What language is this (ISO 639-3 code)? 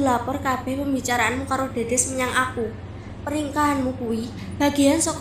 jav